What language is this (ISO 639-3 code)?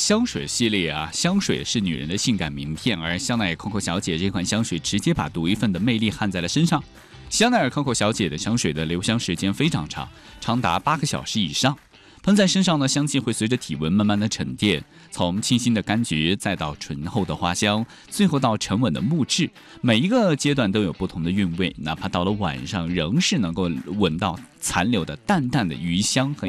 zho